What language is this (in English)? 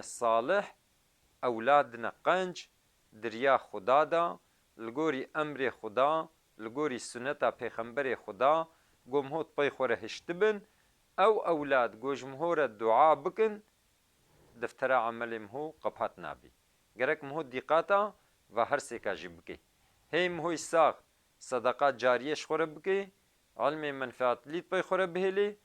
Kurdish